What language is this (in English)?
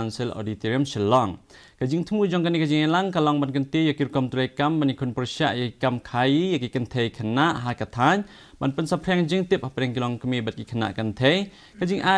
Khasi